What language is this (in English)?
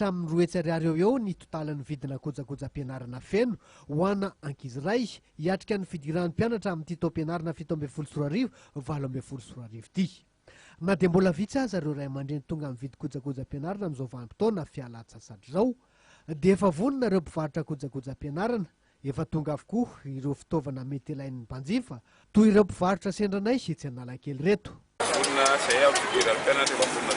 Malagasy